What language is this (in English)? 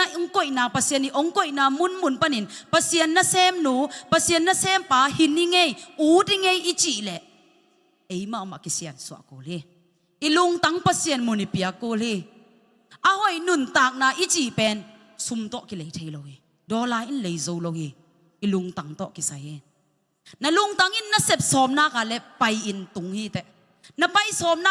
Tedim Chin